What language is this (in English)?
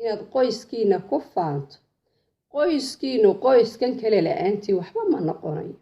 Somali